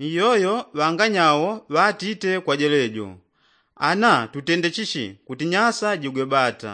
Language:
Yao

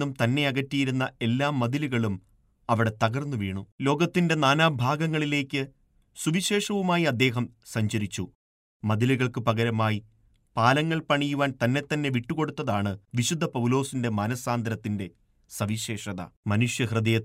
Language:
Malayalam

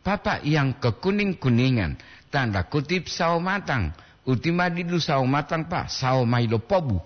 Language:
Gorontalo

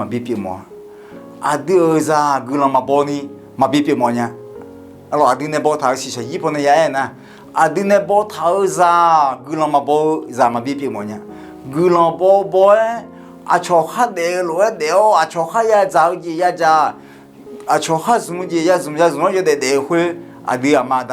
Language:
Akha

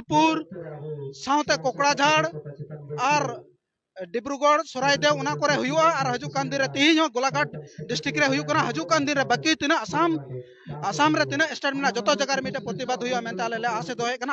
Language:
Santali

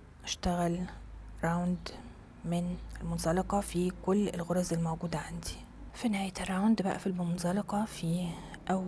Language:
Egyptian Arabic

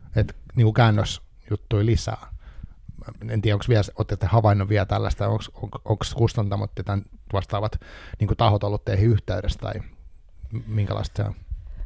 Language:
Finnish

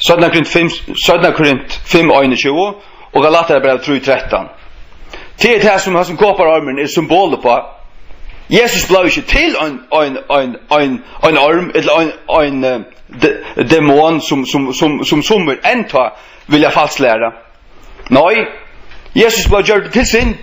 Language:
Faroese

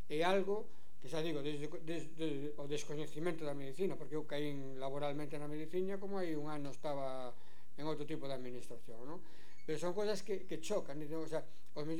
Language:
Galician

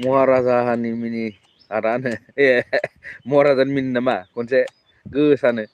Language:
Bodo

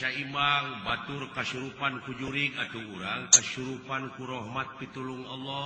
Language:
Sundanese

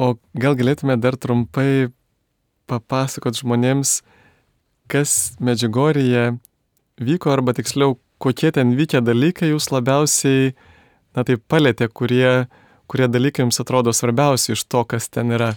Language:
Lithuanian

